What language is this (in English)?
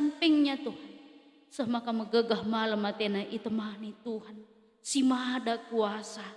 Batak Karo